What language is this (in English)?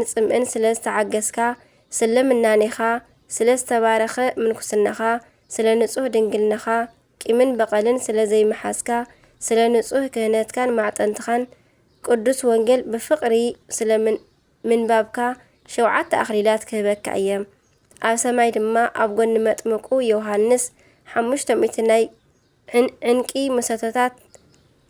Tigrinya